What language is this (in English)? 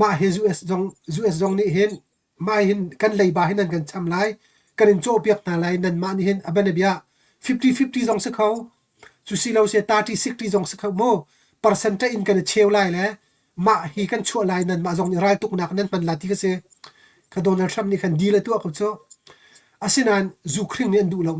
Hakha Chin